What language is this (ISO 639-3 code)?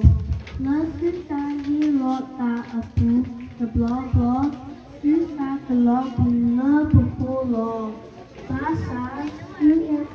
ksw